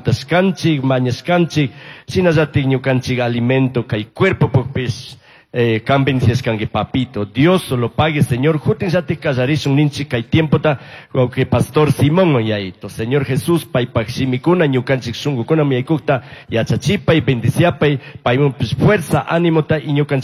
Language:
Chimborazo Highland Quichua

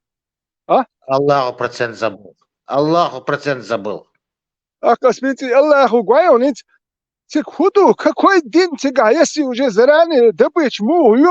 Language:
Chechen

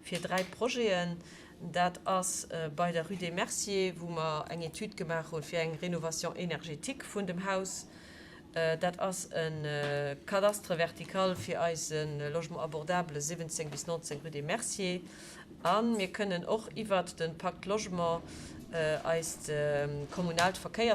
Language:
Luxembourgish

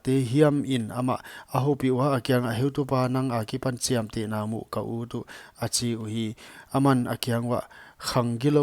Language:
Paite Chin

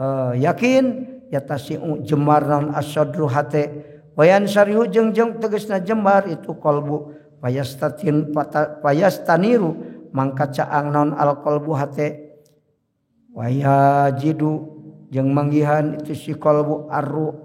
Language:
Sundanese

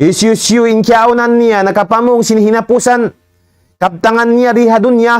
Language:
Tausug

